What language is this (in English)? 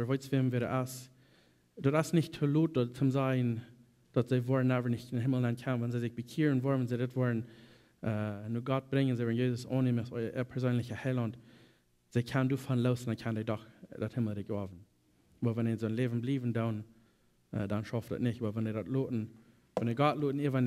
Plautdietsch